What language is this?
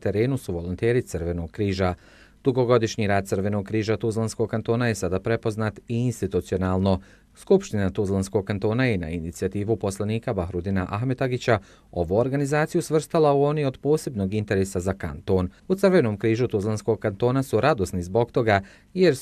Bosnian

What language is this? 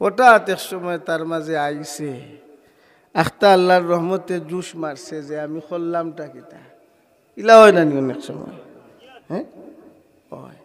Sylheti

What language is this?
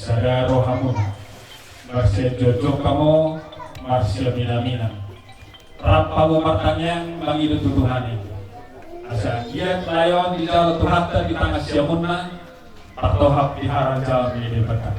Batak Toba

